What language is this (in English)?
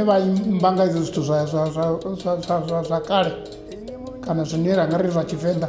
Venda